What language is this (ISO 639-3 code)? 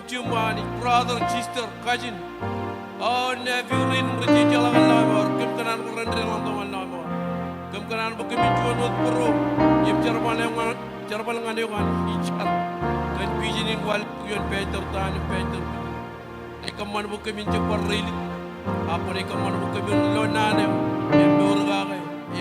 mah